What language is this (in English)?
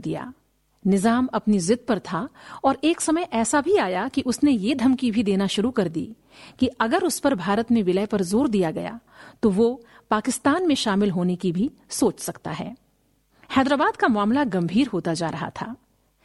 Hindi